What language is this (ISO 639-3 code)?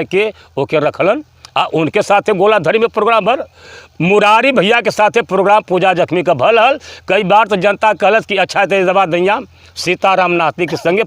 bho